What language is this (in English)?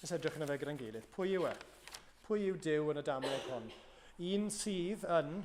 Welsh